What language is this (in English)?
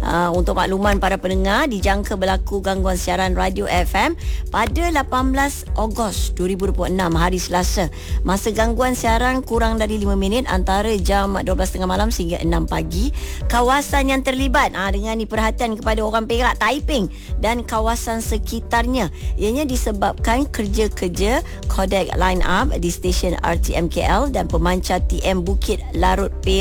Malay